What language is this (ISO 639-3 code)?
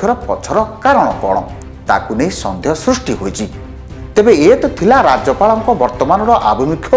ori